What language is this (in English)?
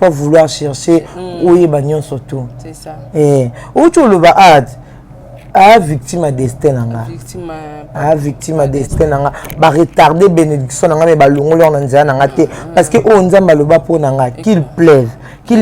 Lingala